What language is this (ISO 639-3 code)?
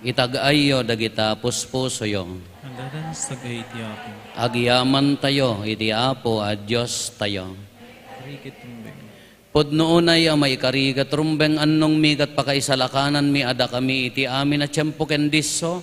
ilo